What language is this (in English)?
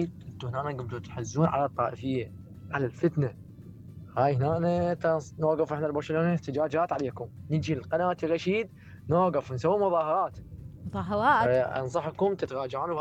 Mesopotamian Arabic